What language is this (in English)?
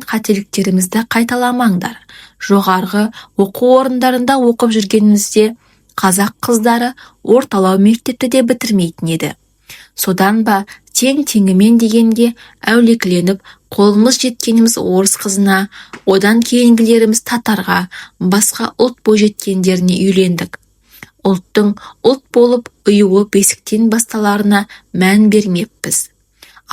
Kazakh